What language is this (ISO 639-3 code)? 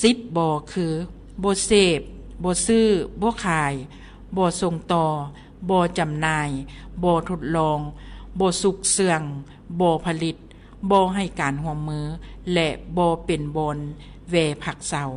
lao